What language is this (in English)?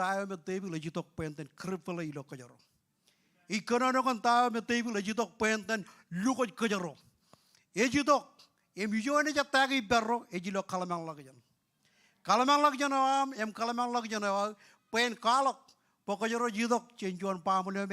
Marshallese